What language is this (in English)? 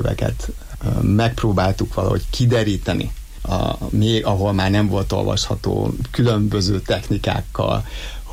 Hungarian